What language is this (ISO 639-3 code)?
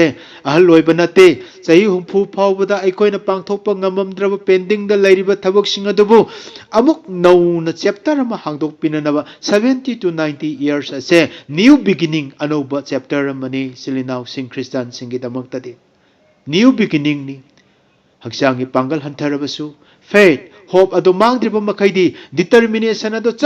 mni